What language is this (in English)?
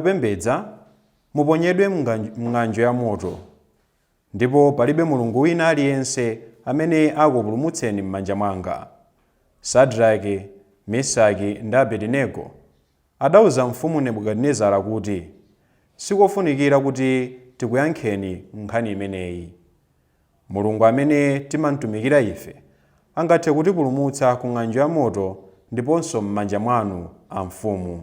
Nyanja